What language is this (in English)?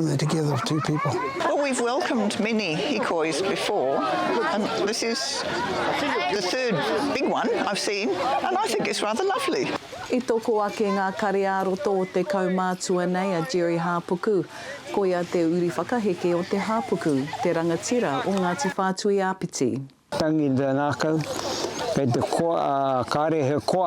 Māori